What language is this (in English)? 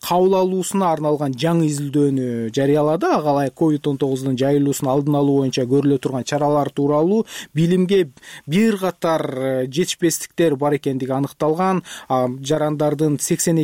Kyrgyz